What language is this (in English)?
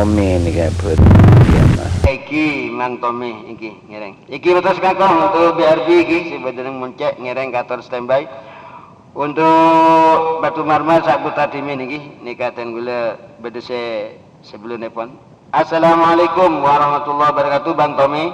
Madurese